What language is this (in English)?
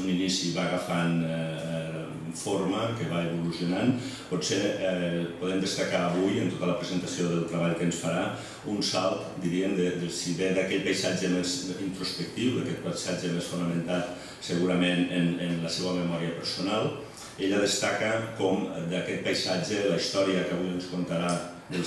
Catalan